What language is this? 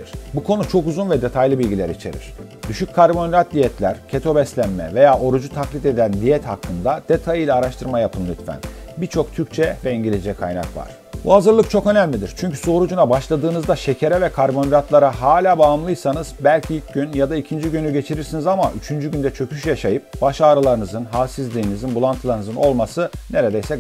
Turkish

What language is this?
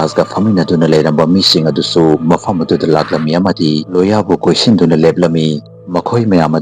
Manipuri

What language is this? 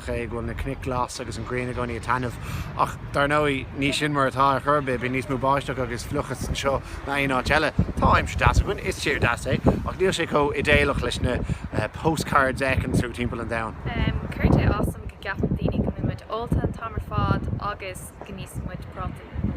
Irish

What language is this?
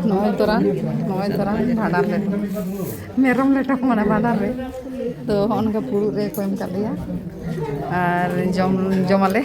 Santali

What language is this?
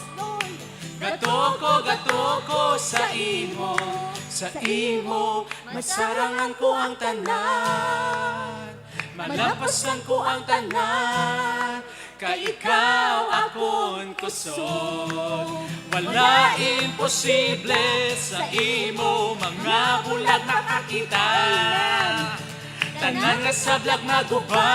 Hiligaynon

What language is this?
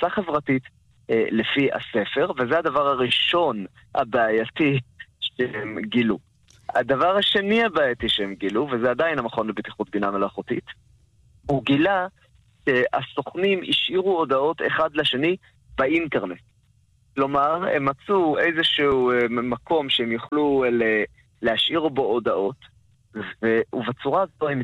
Hebrew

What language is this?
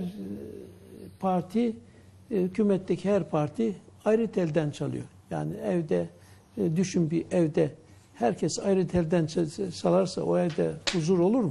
Turkish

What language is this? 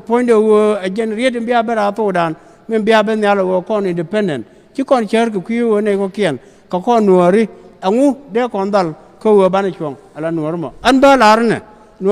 Nuer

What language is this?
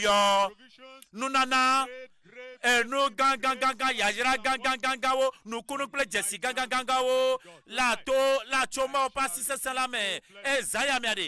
Ewe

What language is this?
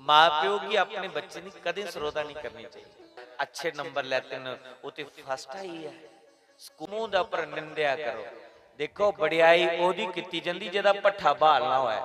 Dogri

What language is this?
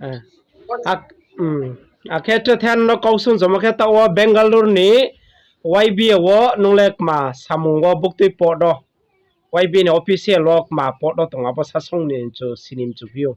Riang (India)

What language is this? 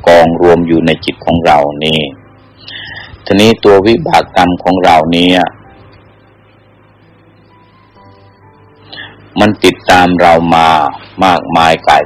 Thai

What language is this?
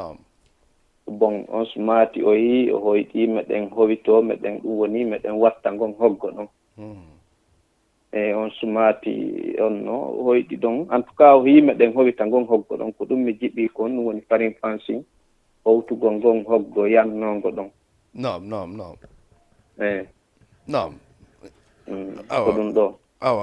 Fula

